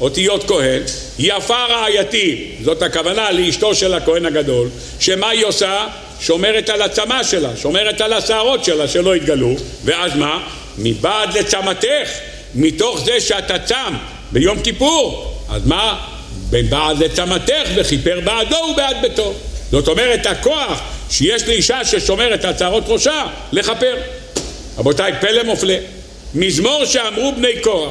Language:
Hebrew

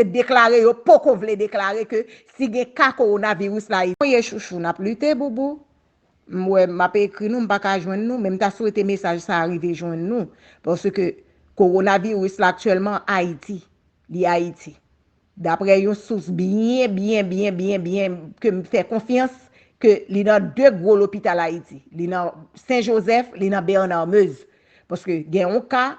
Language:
Haitian Creole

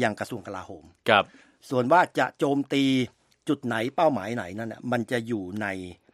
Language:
Thai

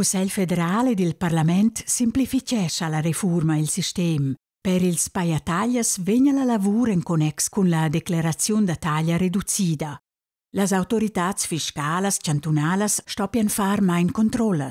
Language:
Romansh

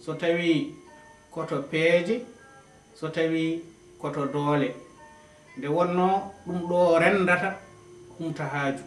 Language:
Fula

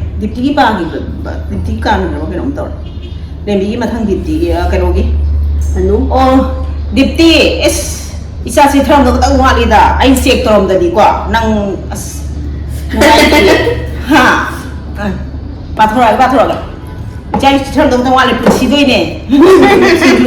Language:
Manipuri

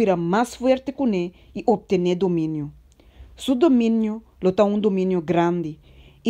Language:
Papiamento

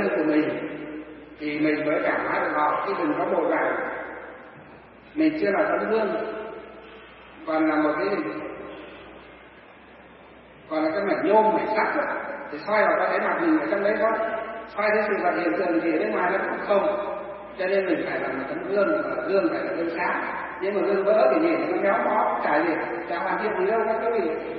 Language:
Vietnamese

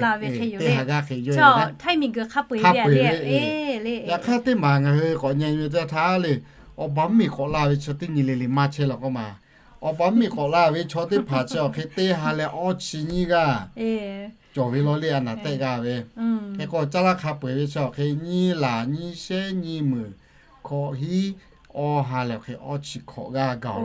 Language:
Lahu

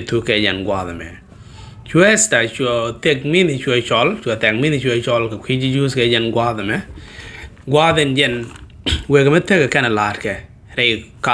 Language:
Nuer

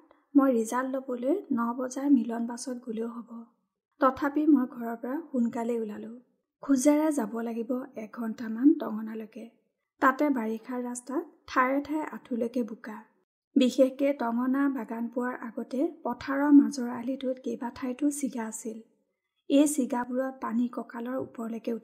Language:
Assamese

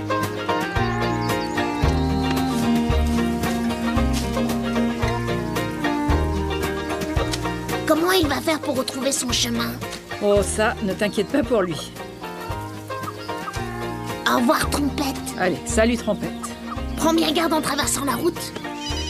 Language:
French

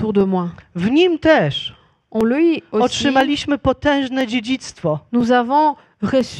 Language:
Polish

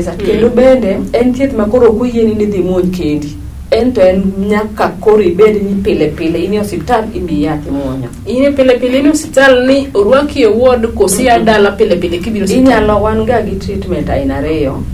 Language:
Luo (Kenya and Tanzania)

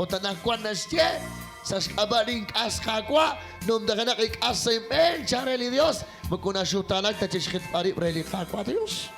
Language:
Kekchí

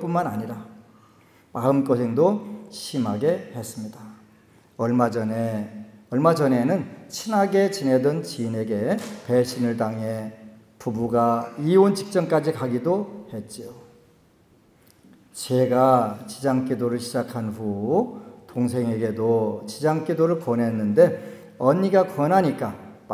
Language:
Korean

